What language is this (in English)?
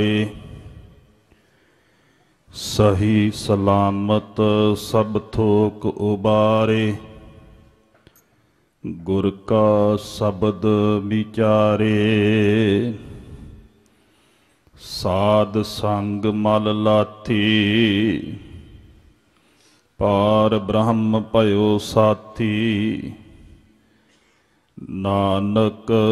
Punjabi